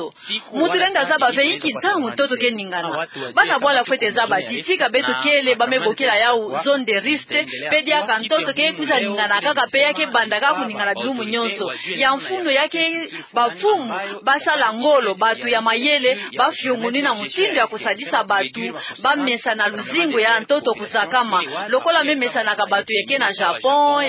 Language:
Kituba (Democratic Republic of Congo)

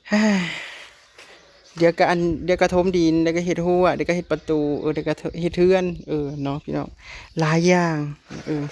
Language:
Northeastern Thai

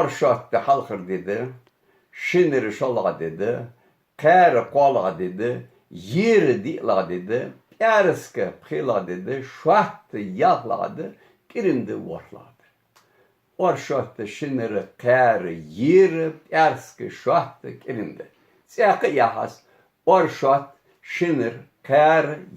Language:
Ingush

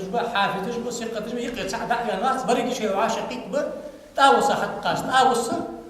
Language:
Ingush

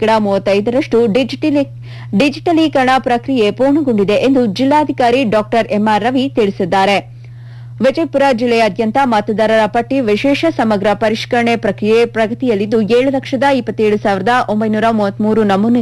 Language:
Kannada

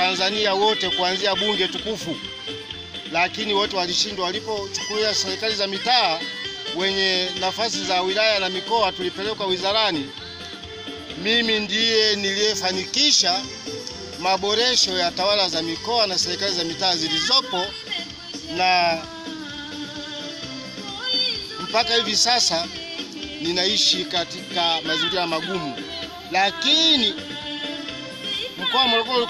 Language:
Swahili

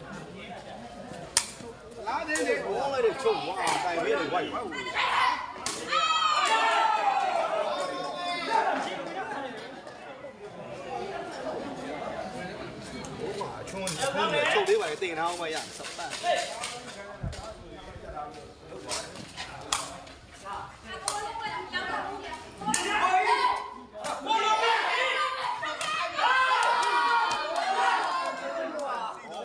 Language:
Burmese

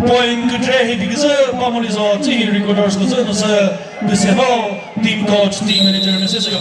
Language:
Chokri Naga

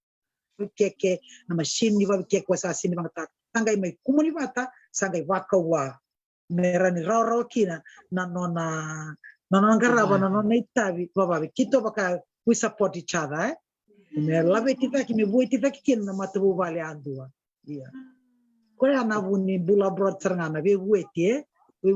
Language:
Fijian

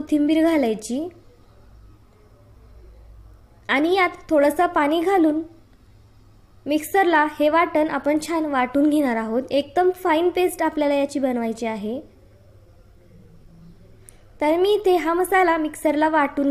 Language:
Marathi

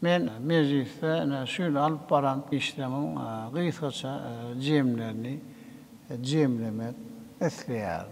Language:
Turkmen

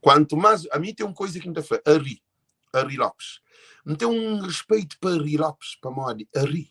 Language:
Kabuverdianu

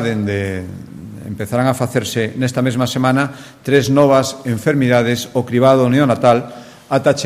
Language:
Galician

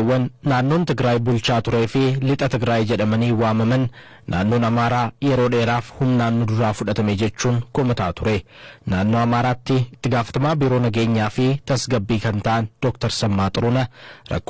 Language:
Oromo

